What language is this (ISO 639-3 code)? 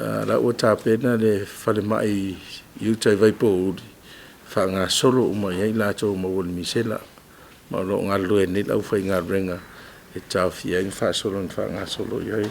smo